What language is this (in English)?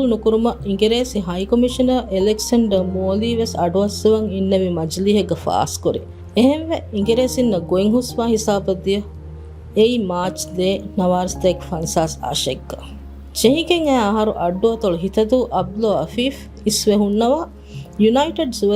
Divehi